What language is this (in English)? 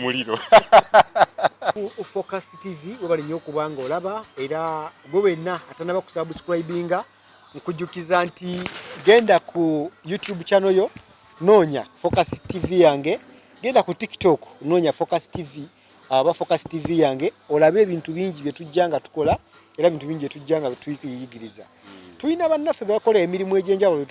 Ganda